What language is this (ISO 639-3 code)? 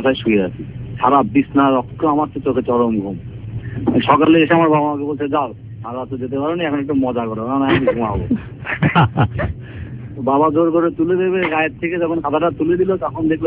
ben